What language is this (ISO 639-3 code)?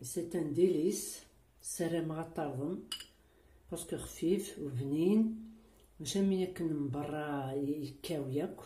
kab